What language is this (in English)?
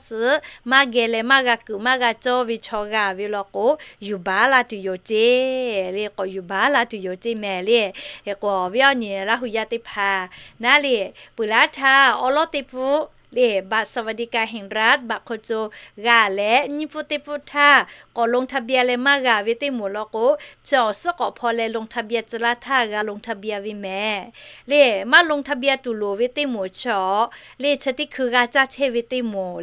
Lahu